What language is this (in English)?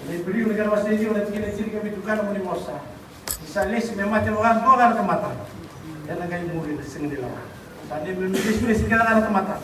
Fijian